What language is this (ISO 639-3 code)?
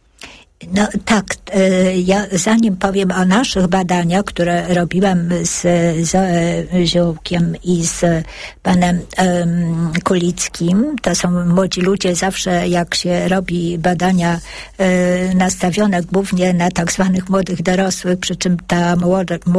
pol